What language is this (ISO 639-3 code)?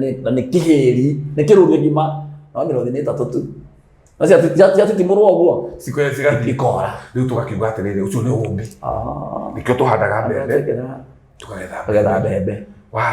kik